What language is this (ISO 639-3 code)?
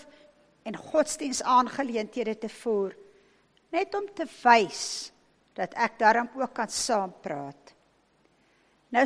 afr